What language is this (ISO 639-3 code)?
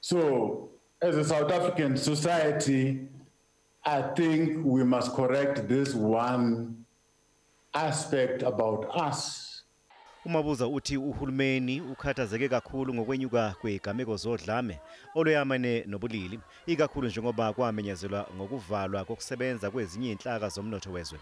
zul